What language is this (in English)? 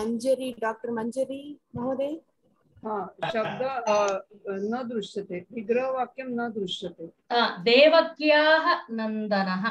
Sanskrit